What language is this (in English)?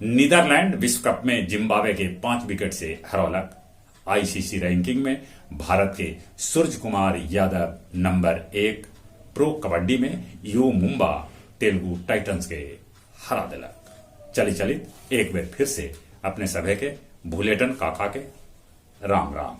Magahi